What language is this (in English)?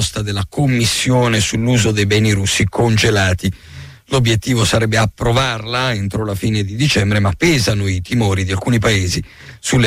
Italian